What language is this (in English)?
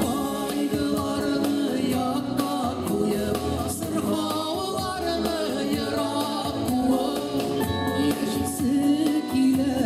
Tatar